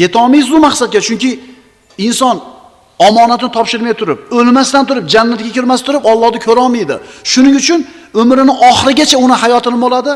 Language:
Uzbek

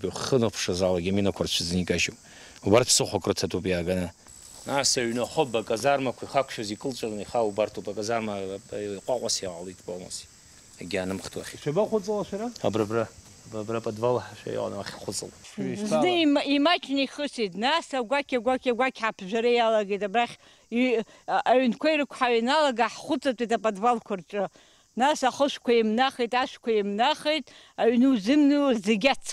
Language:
Abkhazian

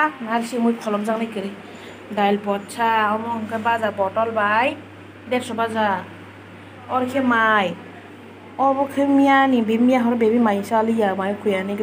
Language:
Kok Borok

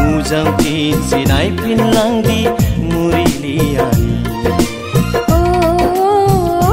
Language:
Dimasa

